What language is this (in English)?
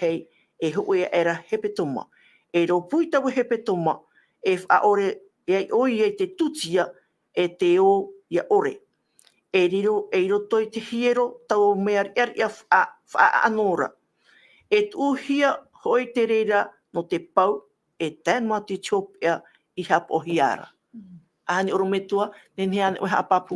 Tahitian